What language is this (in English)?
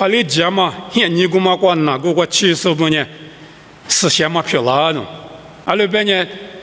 Lisu